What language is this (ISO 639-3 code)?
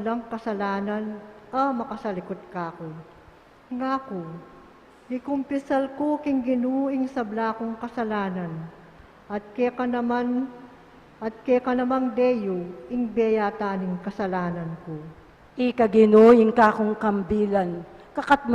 pam